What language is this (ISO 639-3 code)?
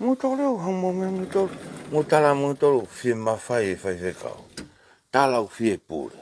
ton